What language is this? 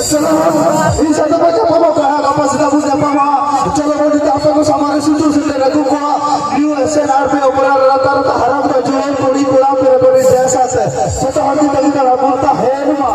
Santali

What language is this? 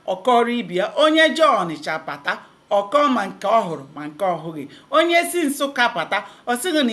Igbo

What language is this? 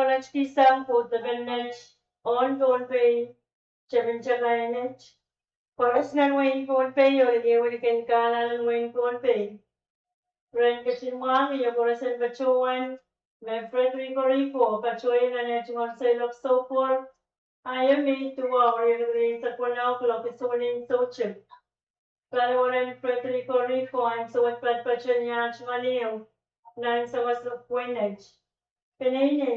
Pohnpeian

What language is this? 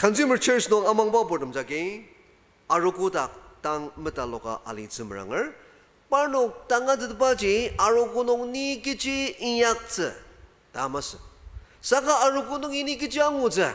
Ao Naga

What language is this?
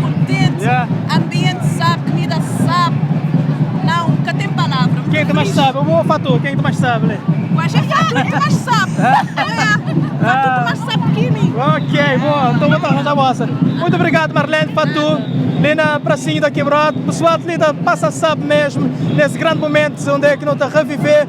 Kabuverdianu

